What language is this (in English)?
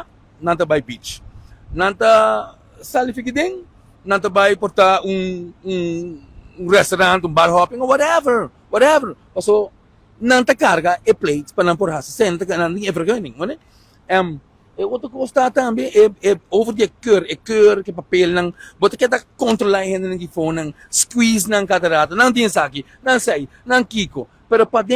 Papiamento